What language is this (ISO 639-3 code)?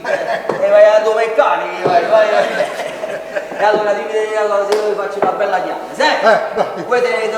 nap